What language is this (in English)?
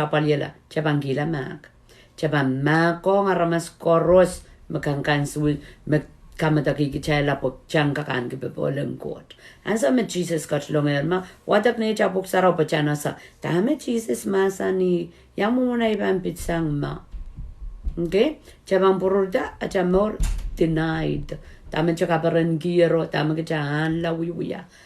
Pohnpeian